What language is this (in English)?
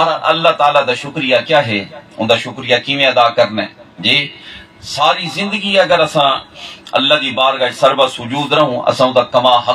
Saraiki